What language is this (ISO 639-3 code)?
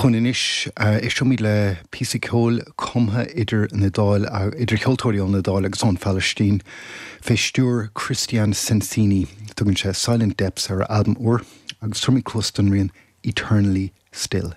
gle